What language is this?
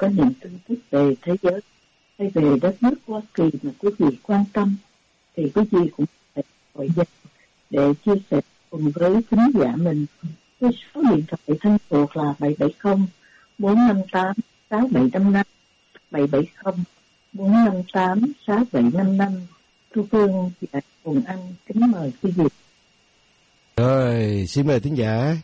Vietnamese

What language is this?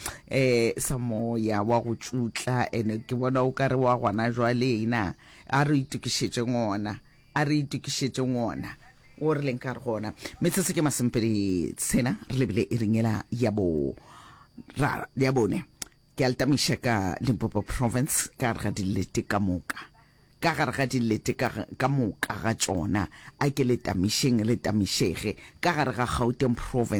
Northern Sotho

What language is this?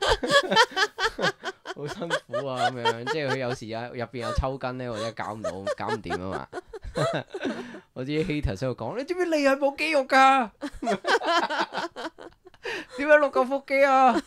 Cantonese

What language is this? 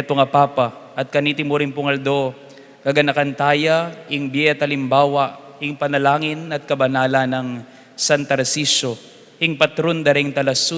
Pampanga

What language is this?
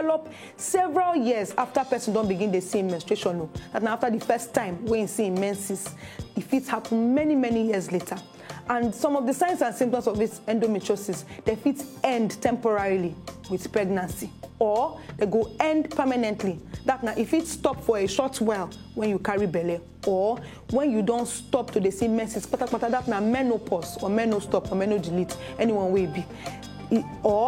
Nigerian Pidgin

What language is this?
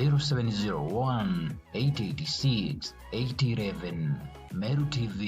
Meru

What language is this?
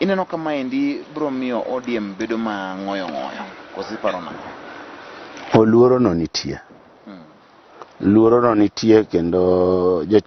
Luo (Kenya and Tanzania)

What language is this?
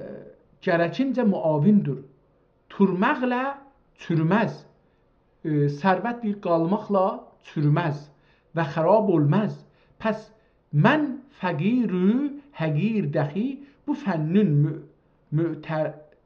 South Azerbaijani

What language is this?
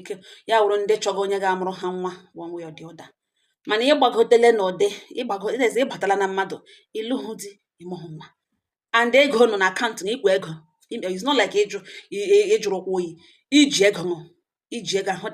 Igbo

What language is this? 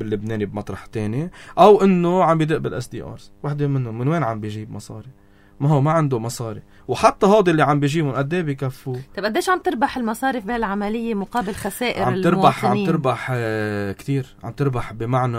North Levantine Arabic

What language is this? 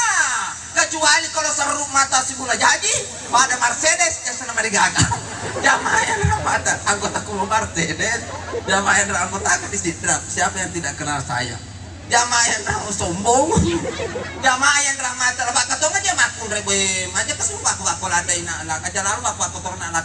Buginese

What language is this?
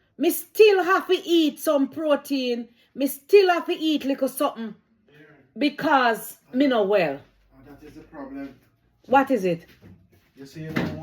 Jamaican Creole English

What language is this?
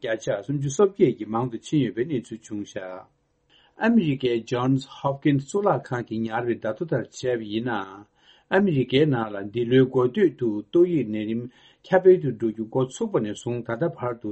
Tibetan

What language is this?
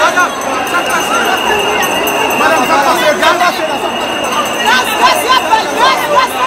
Haitian Creole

